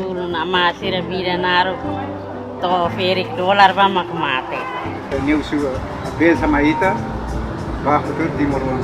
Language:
Tetum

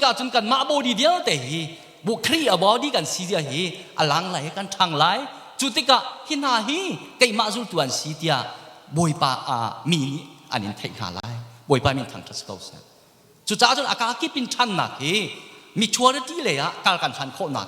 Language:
Hakha Chin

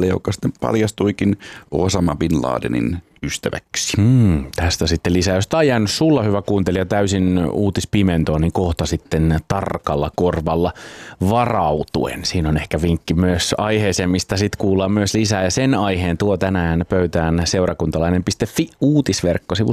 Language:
Finnish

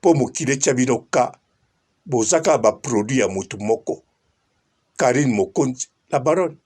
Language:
Lingala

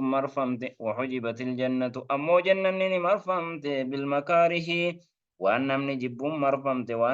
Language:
Oromo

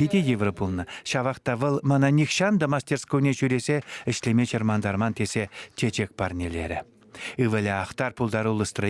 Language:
Chuvash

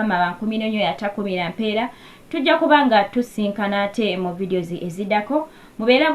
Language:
Ganda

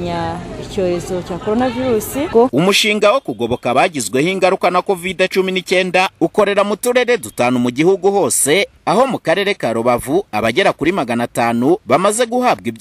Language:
Kinyarwanda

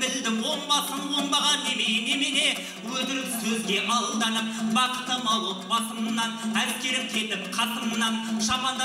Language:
Kazakh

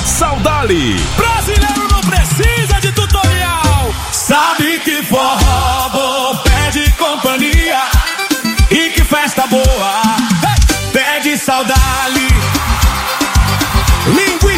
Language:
Portuguese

